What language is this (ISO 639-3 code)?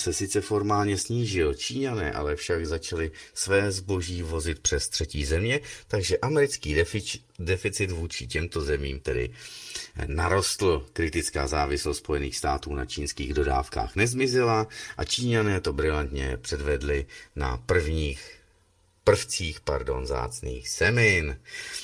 ces